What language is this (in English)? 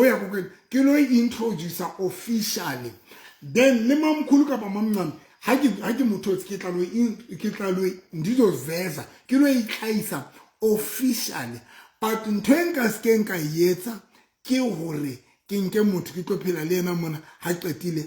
Southern Sotho